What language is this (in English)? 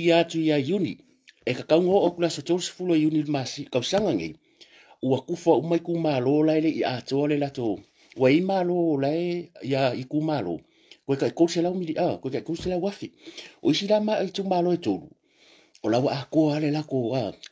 Samoan